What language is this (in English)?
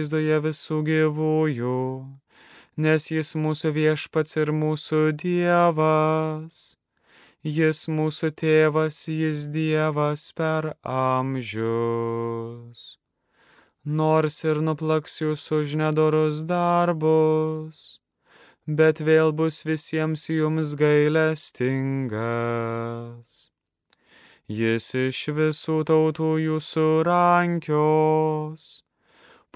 Lithuanian